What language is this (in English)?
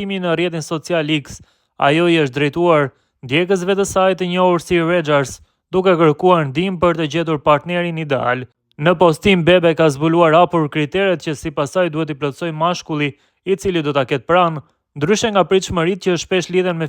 Albanian